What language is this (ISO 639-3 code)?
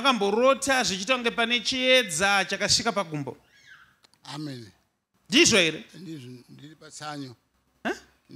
sna